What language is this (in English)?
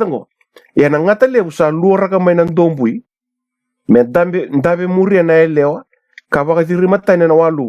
Fijian